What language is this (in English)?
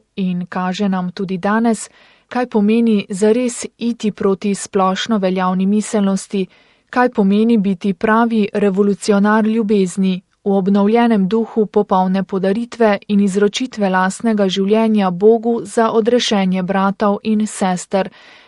Slovenian